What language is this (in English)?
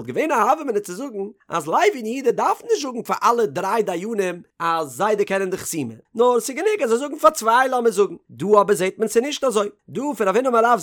Yiddish